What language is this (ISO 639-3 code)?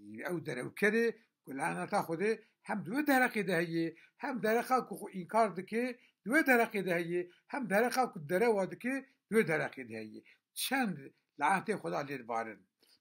kur